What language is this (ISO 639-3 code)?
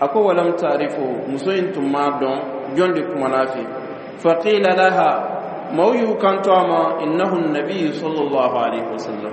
dyu